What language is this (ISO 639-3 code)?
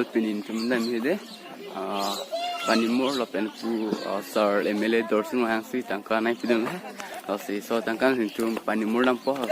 mjw